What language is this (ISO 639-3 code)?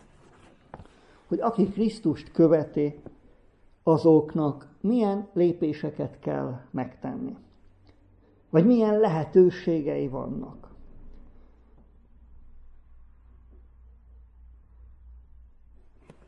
hun